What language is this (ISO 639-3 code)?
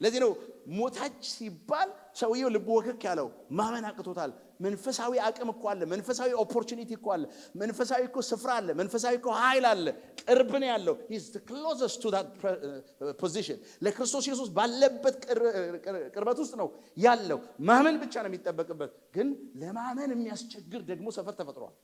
amh